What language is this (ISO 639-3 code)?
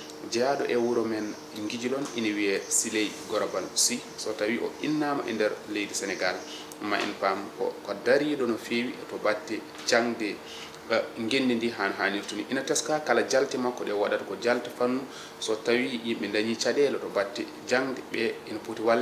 ful